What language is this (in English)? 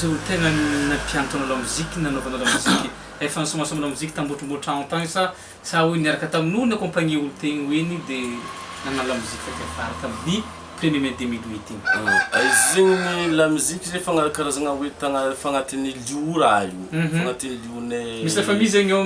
Malagasy